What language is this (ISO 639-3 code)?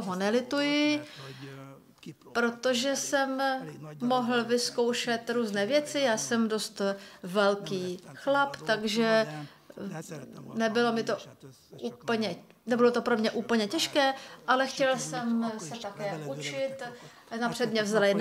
ces